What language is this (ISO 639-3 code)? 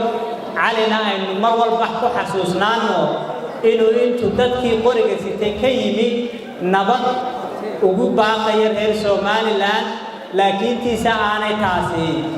som